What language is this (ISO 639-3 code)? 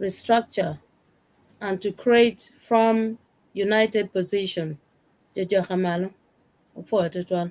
ach